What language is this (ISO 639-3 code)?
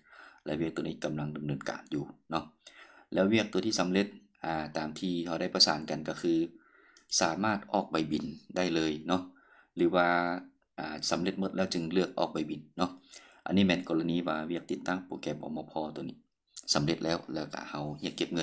lao